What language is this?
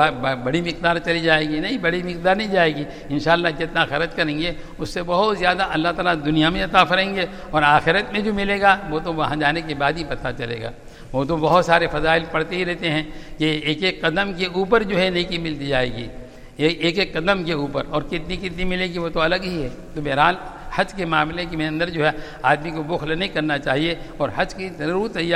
Urdu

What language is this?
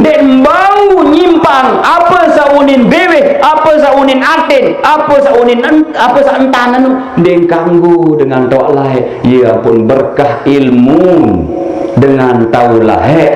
Sasak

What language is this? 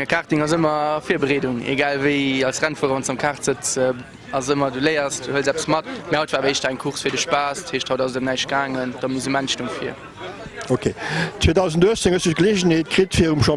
Luxembourgish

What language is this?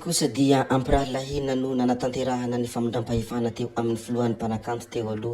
Malagasy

